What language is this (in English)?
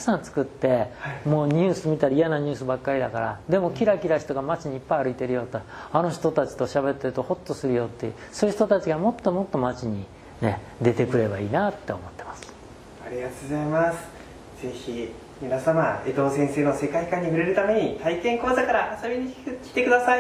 Japanese